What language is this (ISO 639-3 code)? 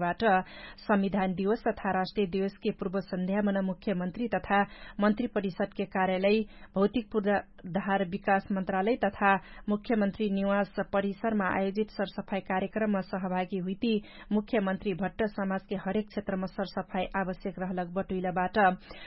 thl